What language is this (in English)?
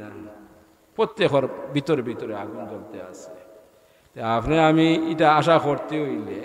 Sylheti